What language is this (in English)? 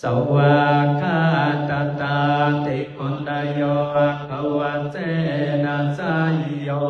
Pali